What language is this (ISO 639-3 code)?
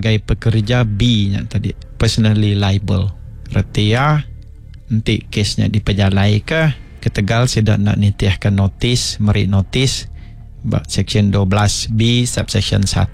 iba